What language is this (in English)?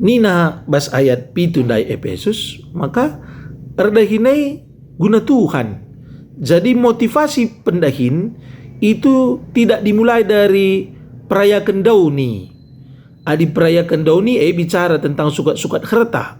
Batak Karo